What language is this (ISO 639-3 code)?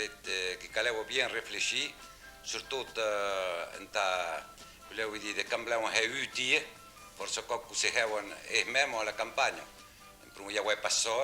oci